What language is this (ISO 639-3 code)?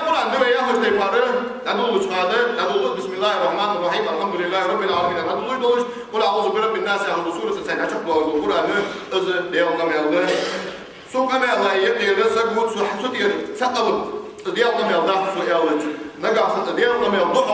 inh